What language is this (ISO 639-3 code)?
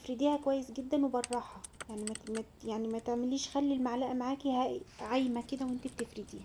arz